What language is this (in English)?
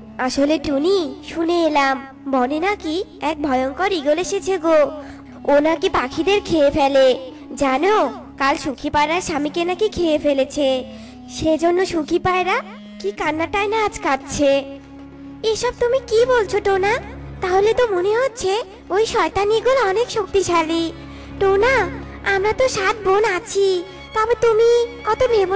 Bangla